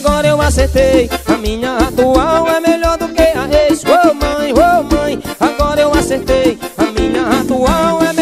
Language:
Portuguese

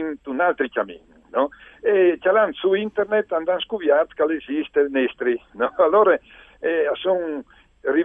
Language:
Friulian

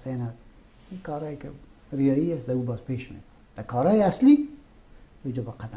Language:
Persian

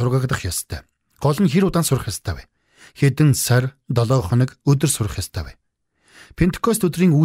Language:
Mongolian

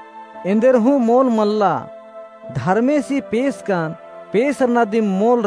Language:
Kurukh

